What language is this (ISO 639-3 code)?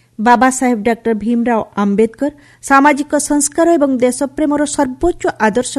ori